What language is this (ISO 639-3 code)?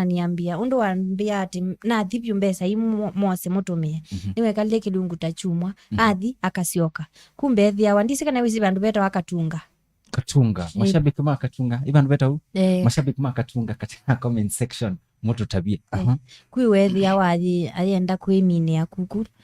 kam